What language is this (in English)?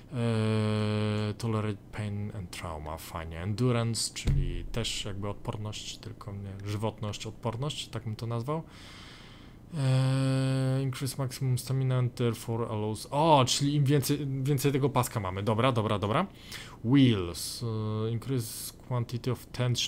Polish